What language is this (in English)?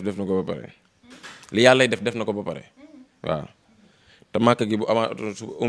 Wolof